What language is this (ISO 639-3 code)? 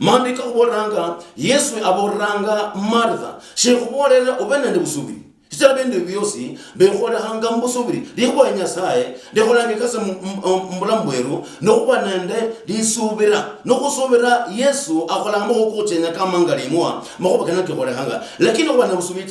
luy